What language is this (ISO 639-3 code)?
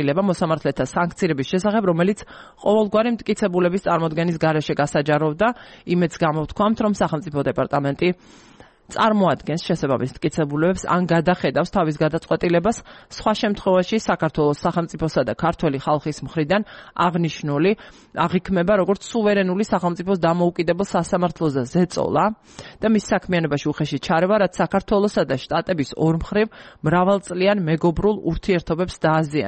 kat